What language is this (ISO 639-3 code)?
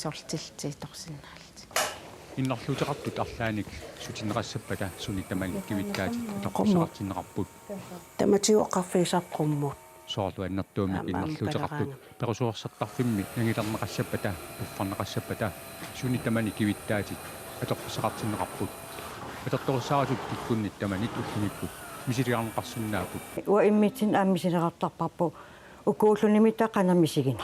kal